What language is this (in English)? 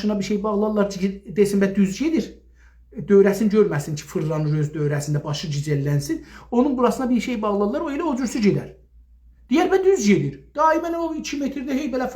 South Azerbaijani